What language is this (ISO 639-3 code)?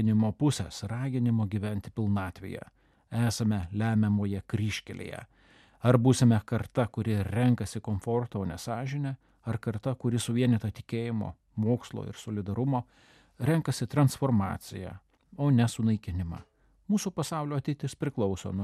lit